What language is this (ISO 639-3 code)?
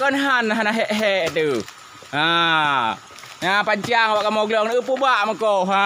ace